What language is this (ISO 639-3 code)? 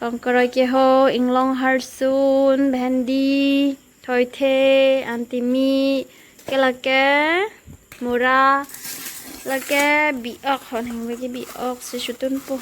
mjw